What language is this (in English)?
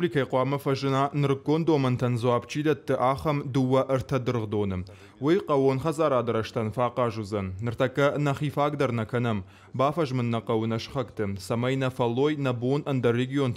Ossetic